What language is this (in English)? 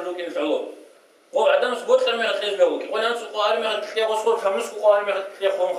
Avaric